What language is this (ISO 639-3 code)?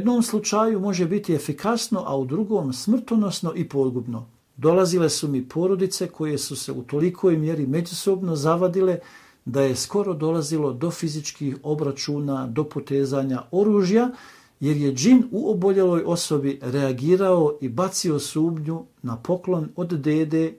bos